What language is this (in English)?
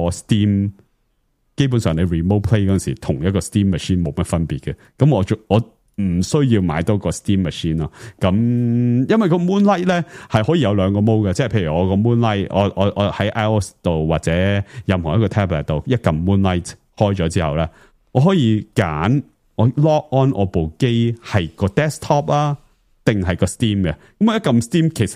Cantonese